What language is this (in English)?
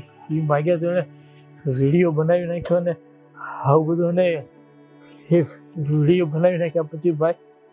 Gujarati